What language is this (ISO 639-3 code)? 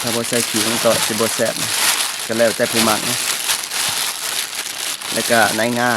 lao